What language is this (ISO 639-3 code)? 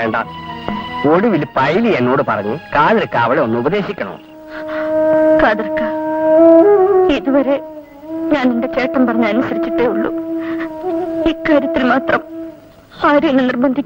mal